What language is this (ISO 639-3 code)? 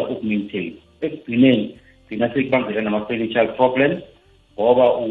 nbl